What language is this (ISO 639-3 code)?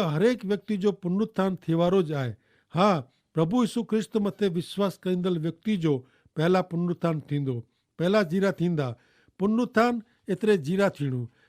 kfr